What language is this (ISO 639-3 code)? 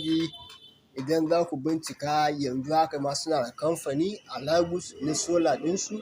hau